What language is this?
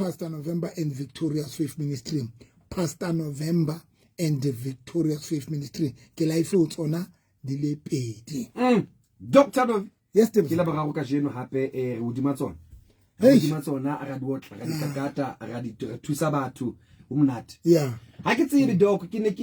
Southern Sotho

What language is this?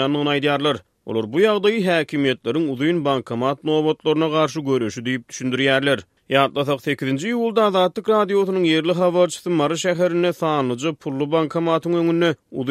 Turkmen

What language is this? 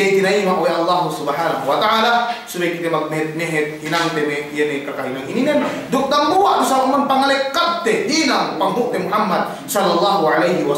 Yakan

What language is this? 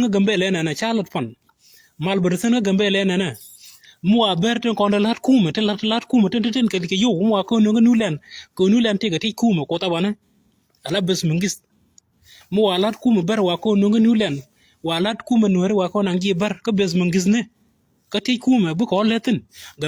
Nuer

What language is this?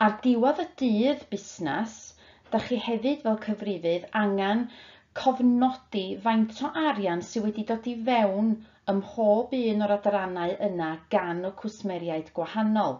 Welsh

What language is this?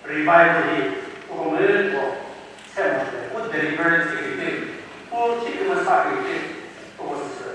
Chokri Naga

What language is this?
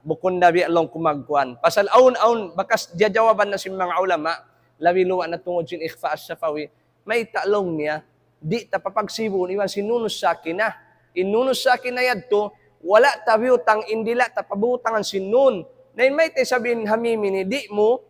Tausug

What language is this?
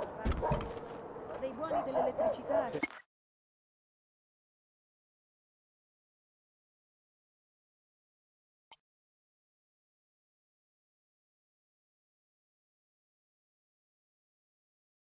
Italian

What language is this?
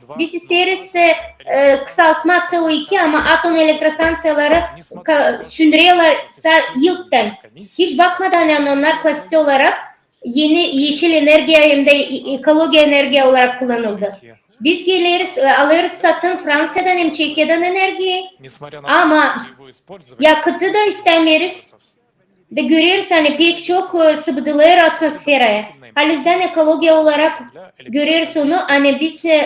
Gagauz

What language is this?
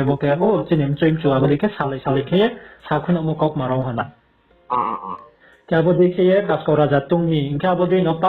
Riang (India)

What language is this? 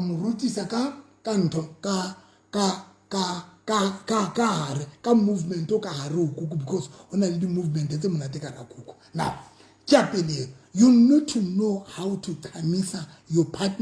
Southern Sotho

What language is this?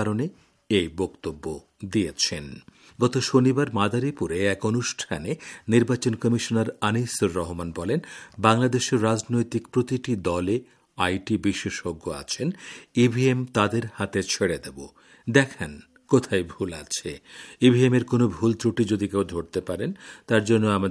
Bangla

